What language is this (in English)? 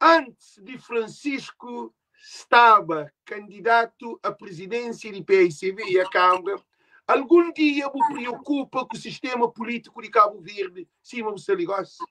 Kabuverdianu